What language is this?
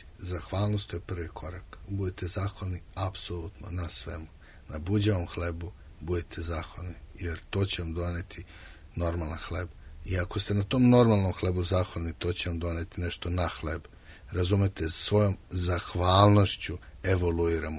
Serbian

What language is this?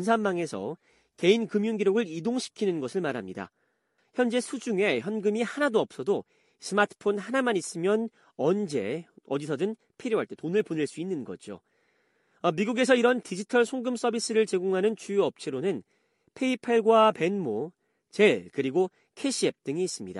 Korean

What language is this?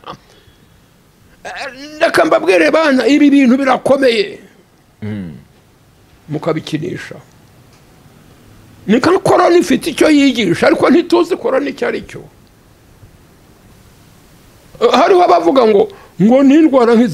Kinyarwanda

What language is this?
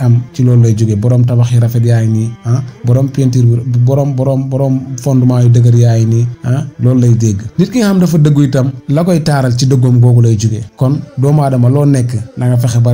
Wolof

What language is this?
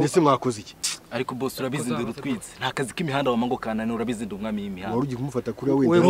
Kinyarwanda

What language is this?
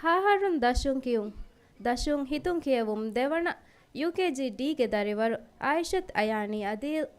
Divehi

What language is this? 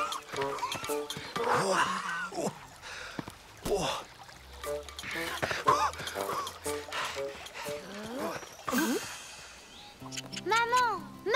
French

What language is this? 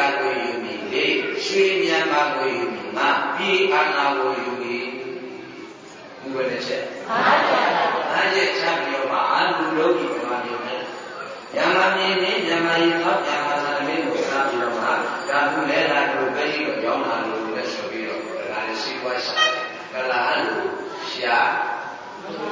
Burmese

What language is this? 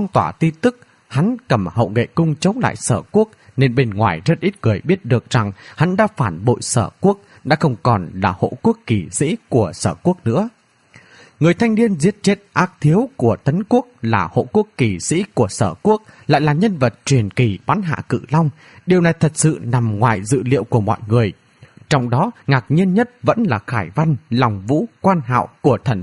Vietnamese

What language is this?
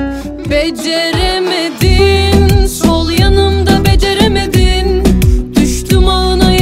Turkish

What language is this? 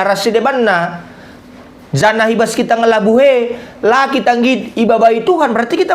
Batak Karo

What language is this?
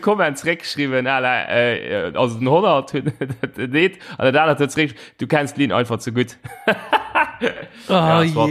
Luxembourgish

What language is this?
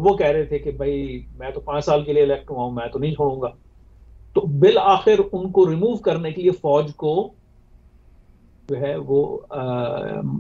Urdu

